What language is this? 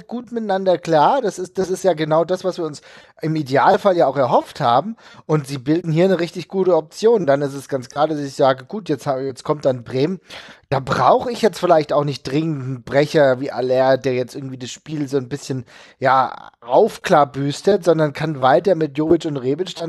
German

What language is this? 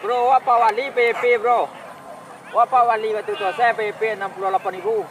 Minangkabau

